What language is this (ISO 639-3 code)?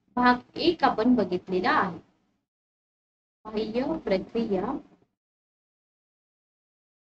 mar